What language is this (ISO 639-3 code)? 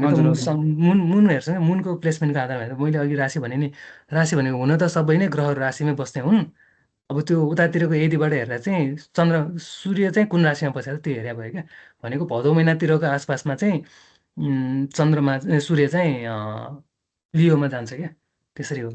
nep